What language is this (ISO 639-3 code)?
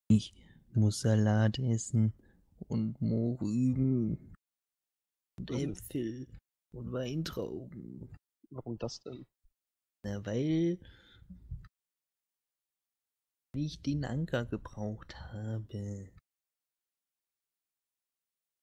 deu